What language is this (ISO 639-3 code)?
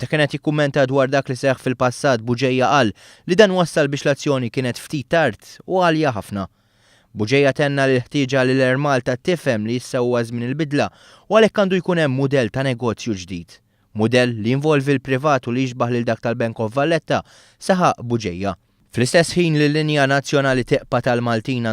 mlt